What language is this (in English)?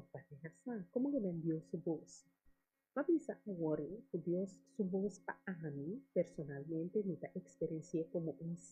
Papiamento